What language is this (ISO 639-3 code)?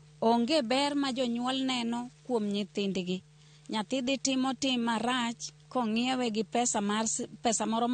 luo